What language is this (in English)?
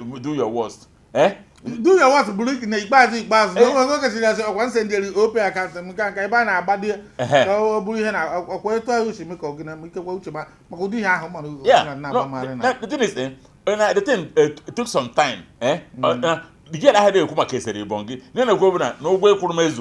Igbo